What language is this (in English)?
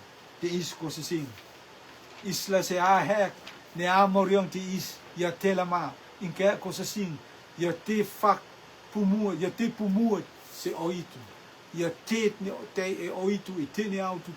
Rotuman